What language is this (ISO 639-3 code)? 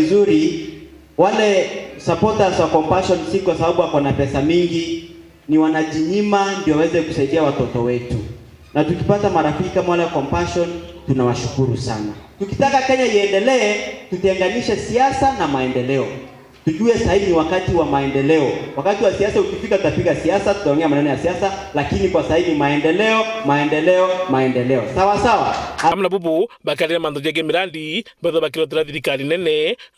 mer